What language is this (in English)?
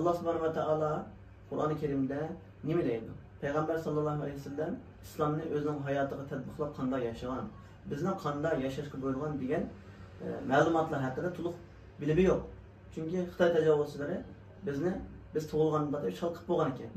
Uyghur